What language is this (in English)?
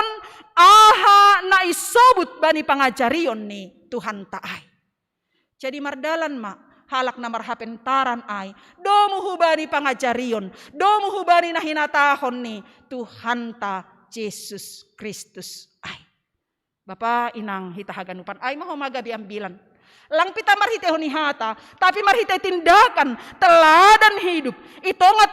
Batak Simalungun